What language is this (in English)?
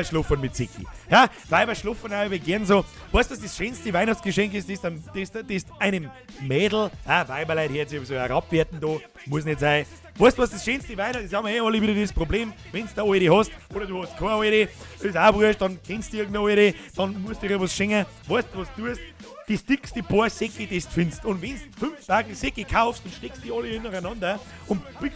Bavarian